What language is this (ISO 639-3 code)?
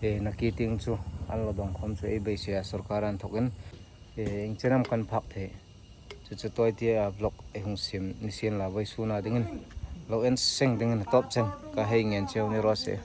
hmr